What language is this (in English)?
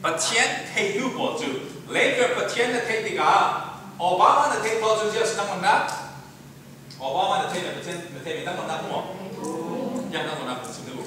Falam Chin